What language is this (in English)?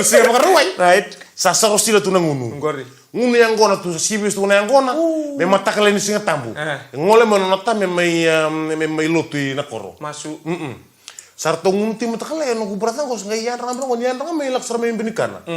Fijian